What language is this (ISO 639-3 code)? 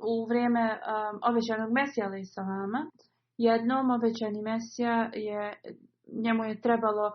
bos